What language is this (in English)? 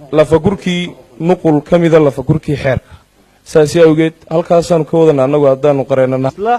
Somali